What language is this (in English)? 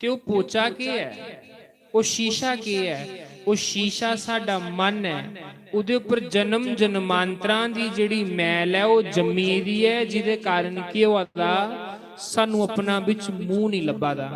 Dogri